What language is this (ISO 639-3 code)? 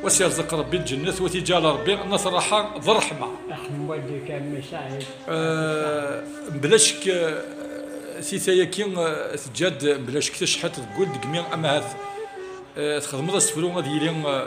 kab